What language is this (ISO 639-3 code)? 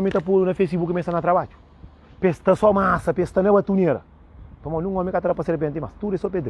kea